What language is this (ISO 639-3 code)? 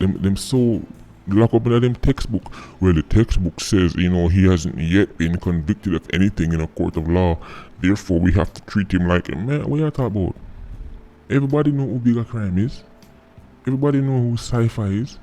jam